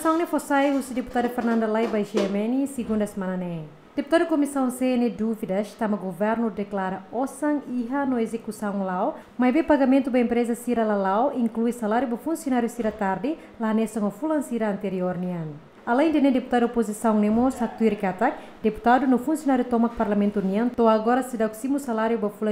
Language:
Tetum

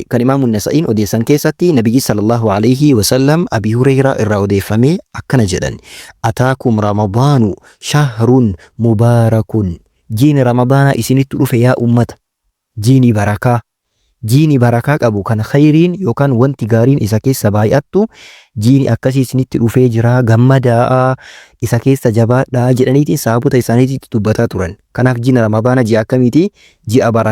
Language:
Oromo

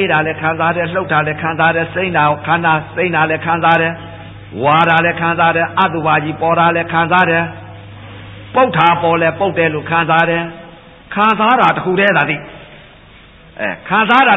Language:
Burmese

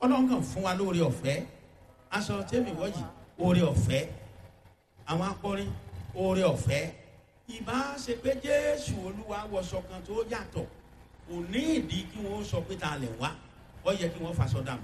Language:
Yoruba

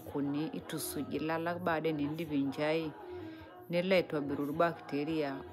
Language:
Masai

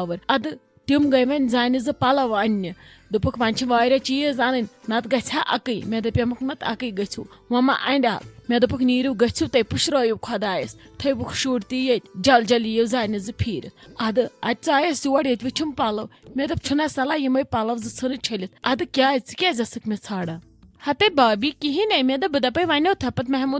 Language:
Kashmiri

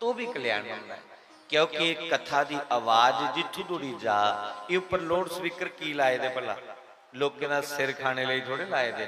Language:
Dogri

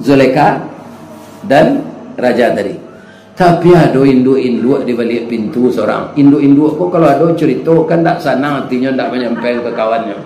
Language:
Minangkabau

